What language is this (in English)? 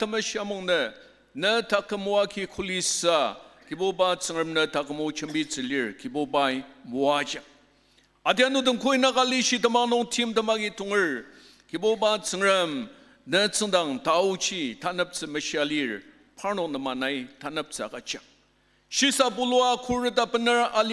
Ao Naga